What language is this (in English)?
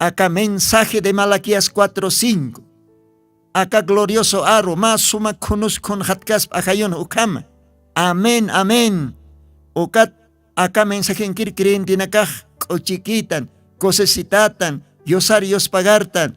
Aymara